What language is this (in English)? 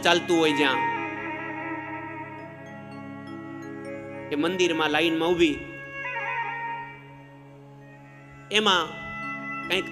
Gujarati